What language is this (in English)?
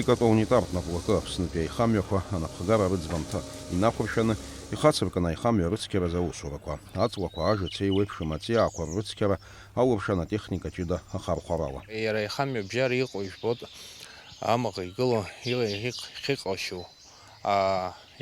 Abkhazian